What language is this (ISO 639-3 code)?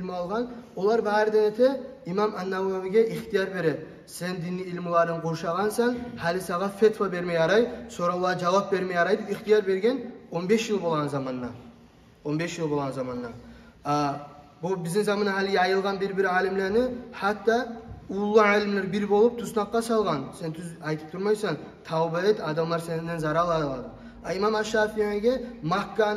kum